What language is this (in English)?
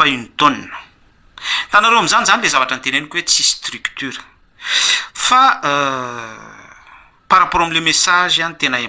Malagasy